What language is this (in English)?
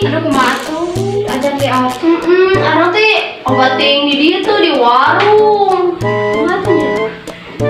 Sundanese